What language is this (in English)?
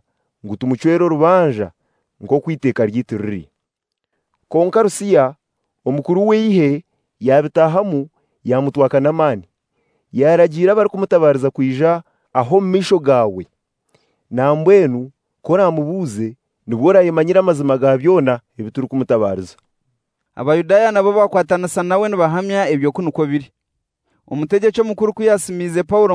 Kinyarwanda